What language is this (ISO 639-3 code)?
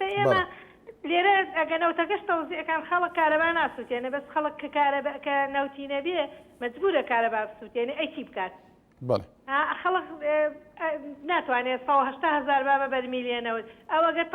ckb